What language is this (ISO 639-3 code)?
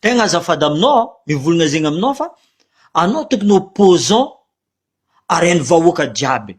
mlg